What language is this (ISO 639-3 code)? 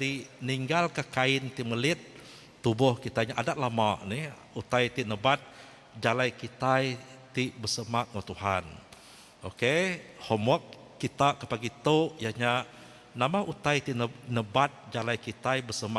iba